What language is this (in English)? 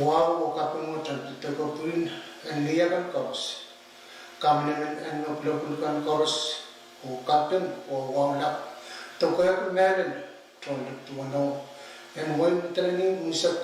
Pohnpeian